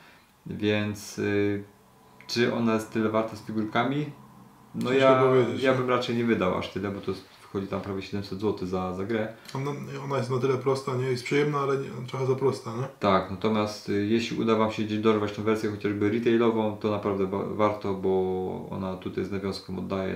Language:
Polish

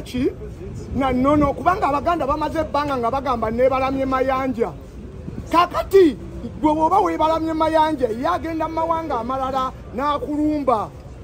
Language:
Ganda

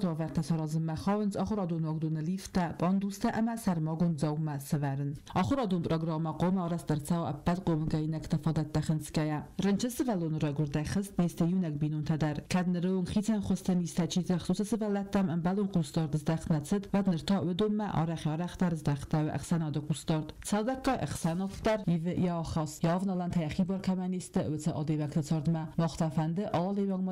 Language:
Ossetic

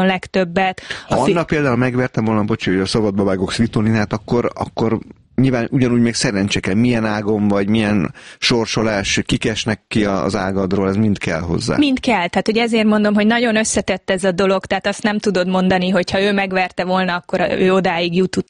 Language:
Hungarian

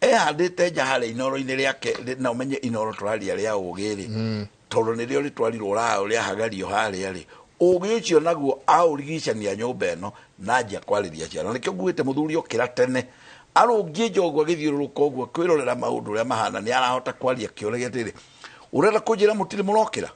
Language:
Kikuyu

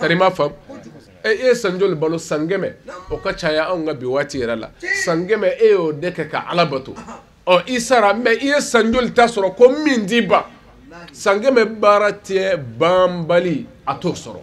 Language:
Bambara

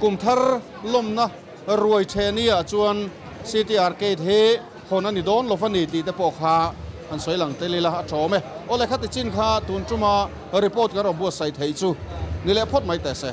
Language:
Mizo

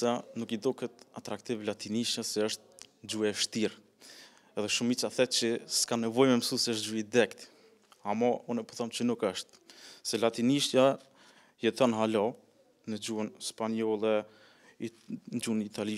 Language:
Albanian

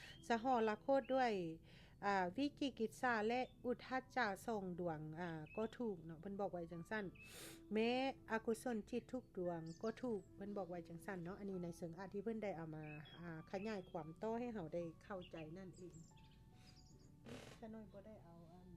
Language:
Lao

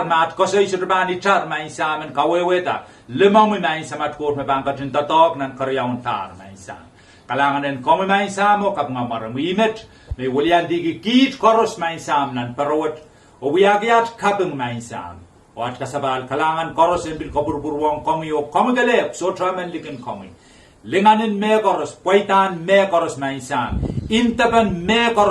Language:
Pohnpeian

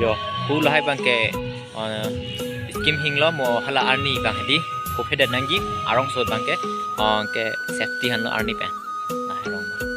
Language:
Karbi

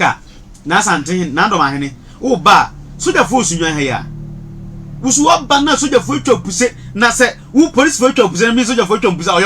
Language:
Akan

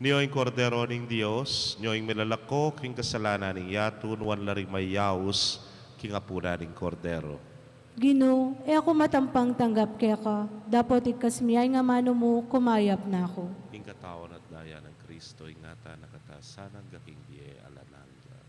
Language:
Pampanga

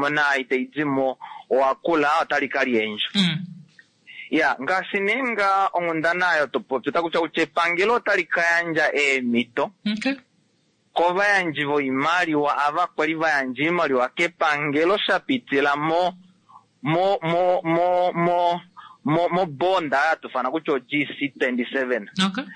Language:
Kuanyama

